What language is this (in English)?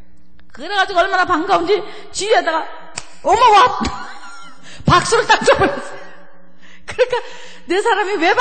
Korean